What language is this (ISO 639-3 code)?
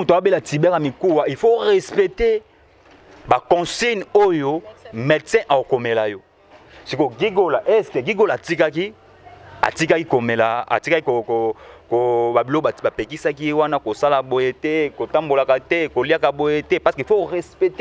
lin